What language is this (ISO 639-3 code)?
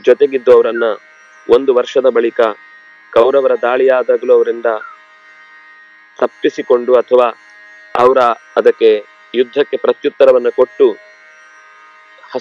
kan